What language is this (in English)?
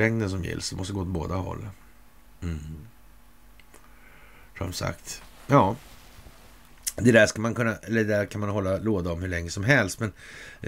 Swedish